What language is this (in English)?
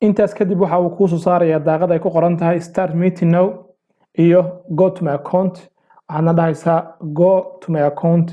Somali